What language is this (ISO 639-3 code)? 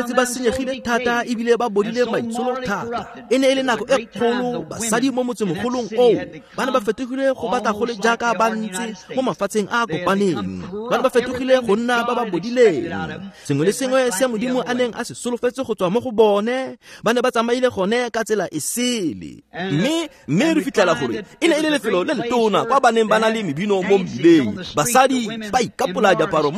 tsn